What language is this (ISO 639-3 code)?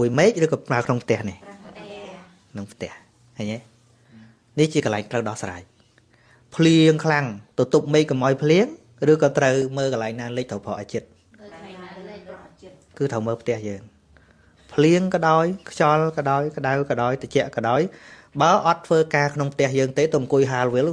khm